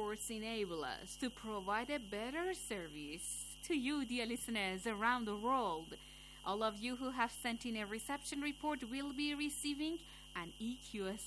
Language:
English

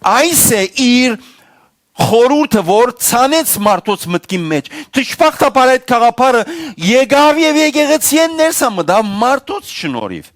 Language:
Western Armenian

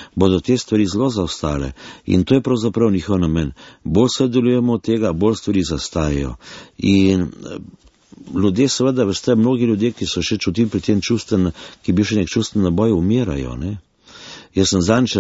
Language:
Slovenian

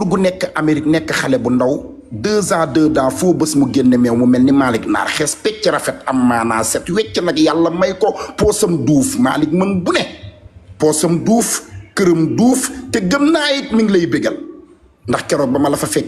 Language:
Wolof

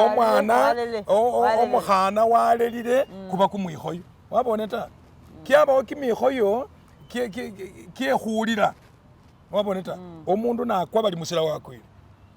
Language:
Masaaba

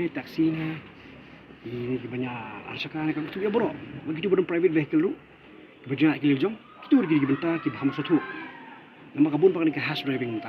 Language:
Khasi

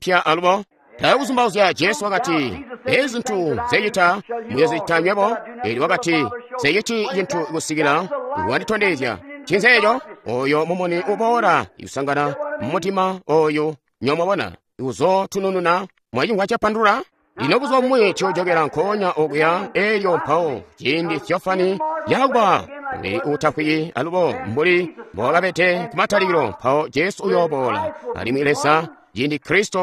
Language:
Tonga (Zambia)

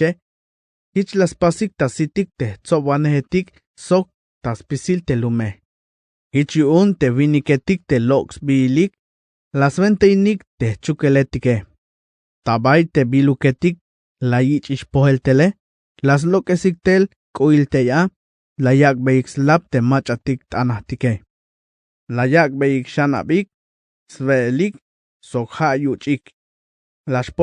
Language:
Tzeltal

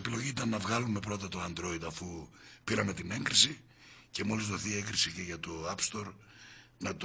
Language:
Greek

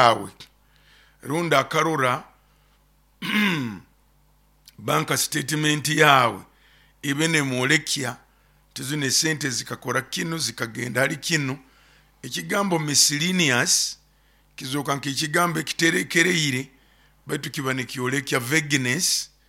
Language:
Nyoro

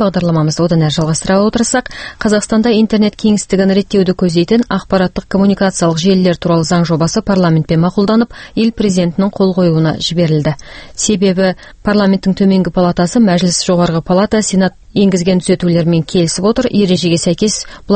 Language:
Kazakh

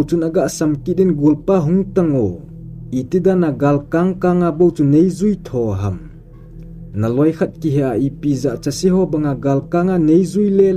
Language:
Thado Chin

